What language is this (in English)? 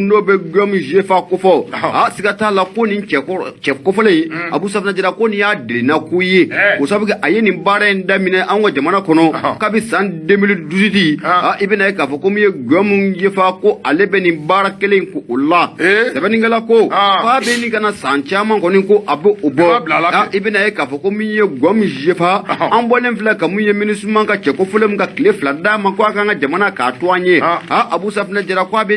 Bambara